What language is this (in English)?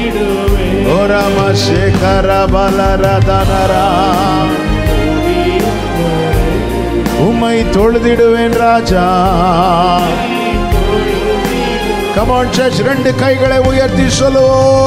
Tamil